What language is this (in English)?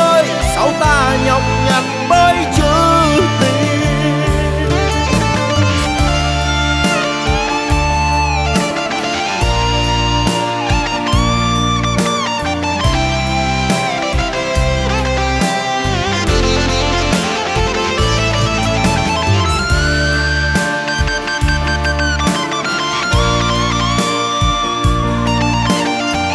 Vietnamese